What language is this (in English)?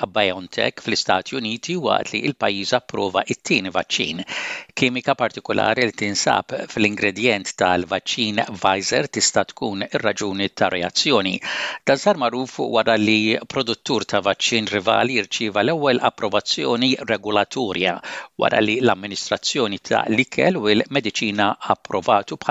Maltese